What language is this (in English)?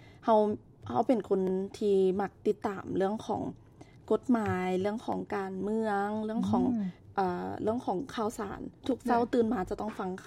Lao